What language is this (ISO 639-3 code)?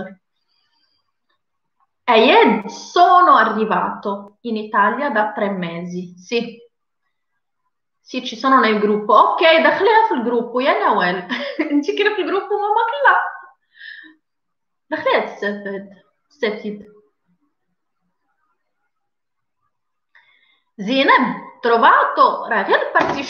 ita